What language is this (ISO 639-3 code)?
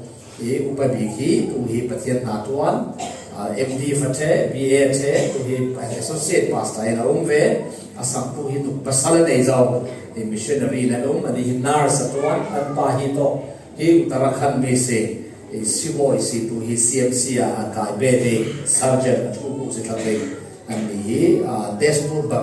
cfm